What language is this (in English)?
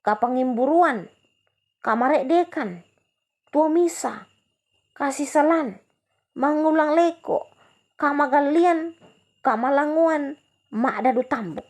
Toraja-Sa'dan